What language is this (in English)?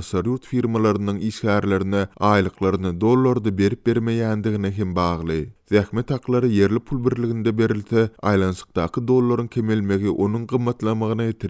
Turkmen